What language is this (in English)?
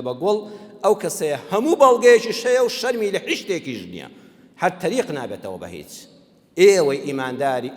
Central Kurdish